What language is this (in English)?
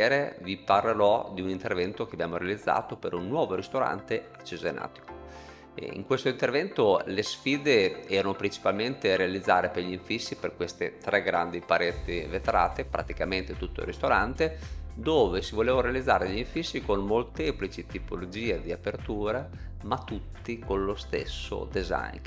Italian